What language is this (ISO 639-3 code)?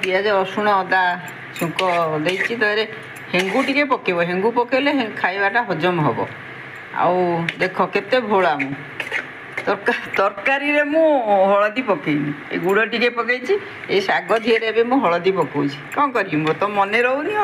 ori